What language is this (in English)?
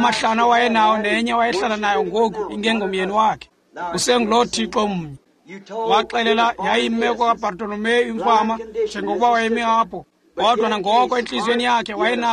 Xhosa